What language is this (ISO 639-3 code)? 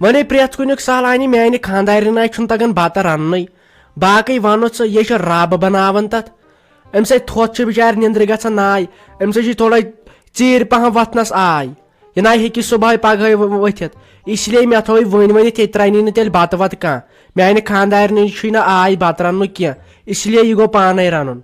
kas